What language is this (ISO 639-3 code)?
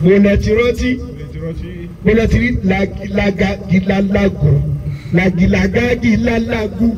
yor